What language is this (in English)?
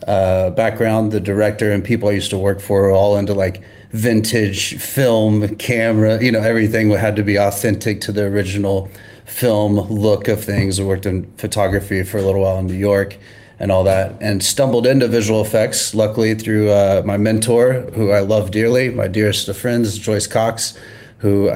English